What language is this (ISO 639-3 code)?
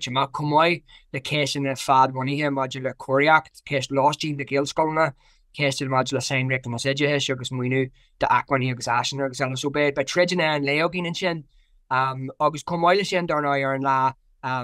gle